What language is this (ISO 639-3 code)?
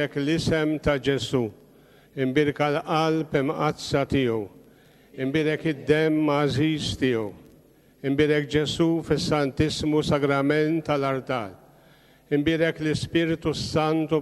mlt